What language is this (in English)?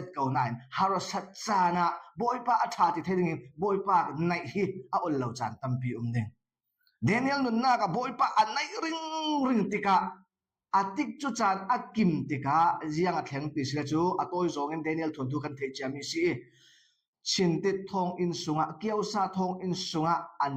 Falam Chin